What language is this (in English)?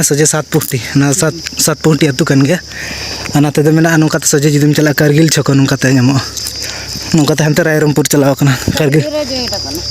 Santali